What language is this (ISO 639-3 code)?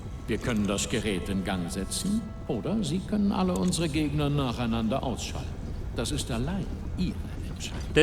bar